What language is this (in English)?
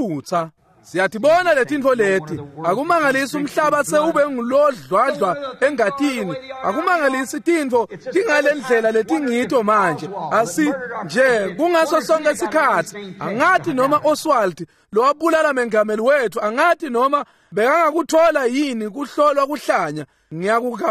Swati